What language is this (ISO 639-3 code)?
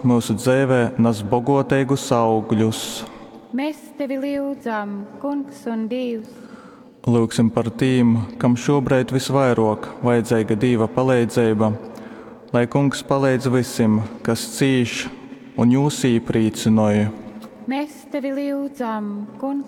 ltg